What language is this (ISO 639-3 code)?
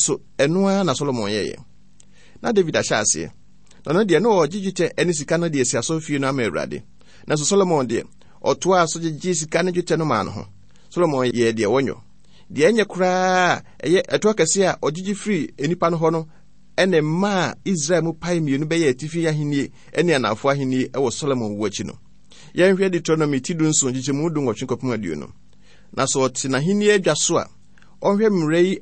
aka